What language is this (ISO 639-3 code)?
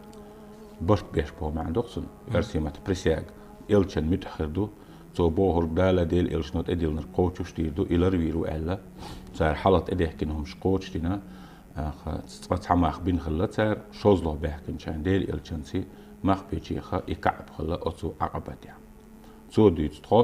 che